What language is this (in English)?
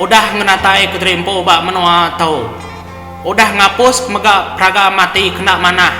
Iban